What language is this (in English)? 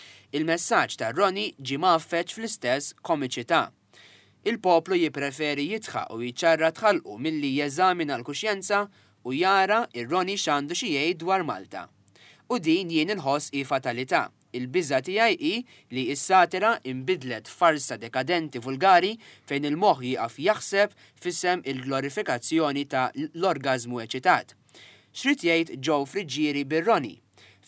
Maltese